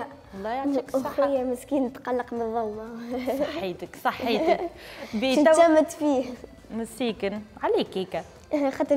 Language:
Tunisian Arabic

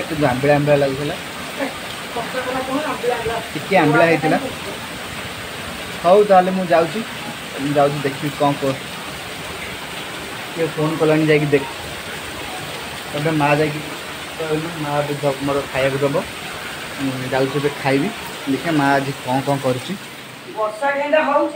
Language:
Odia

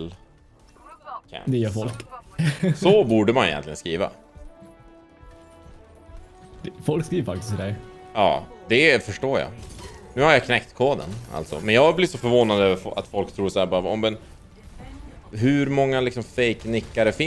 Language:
Swedish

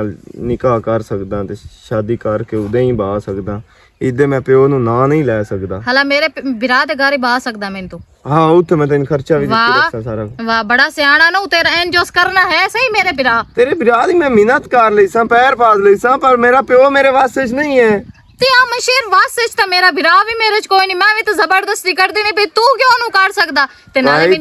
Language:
Western Panjabi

